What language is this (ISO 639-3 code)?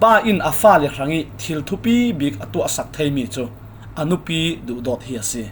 cfm